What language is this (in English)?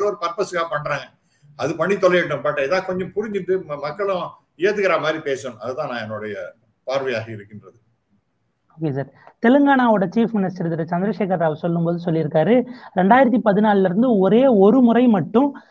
Tamil